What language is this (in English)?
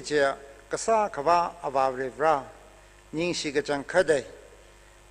Tangkhul Naga (India)